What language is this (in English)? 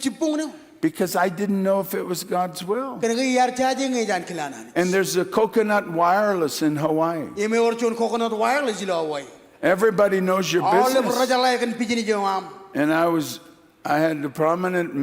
Marshallese